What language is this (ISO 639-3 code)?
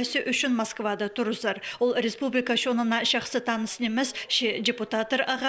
kjh